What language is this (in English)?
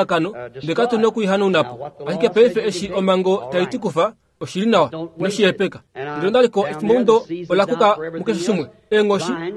Kuanyama